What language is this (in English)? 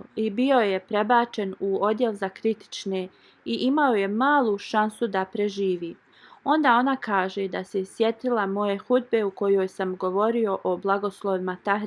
Bosnian